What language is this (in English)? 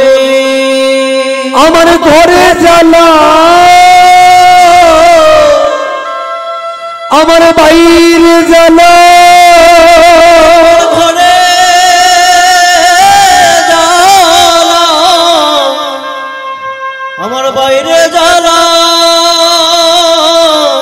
Bangla